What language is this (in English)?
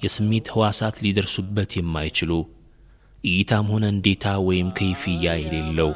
Amharic